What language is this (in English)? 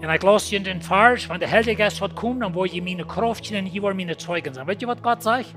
Plautdietsch